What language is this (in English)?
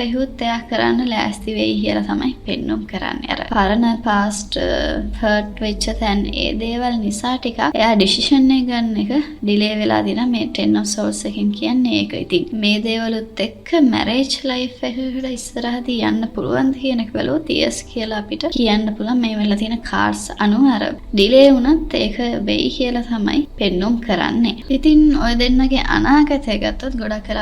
Sinhala